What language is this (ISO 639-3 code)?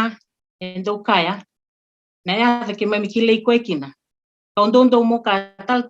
fij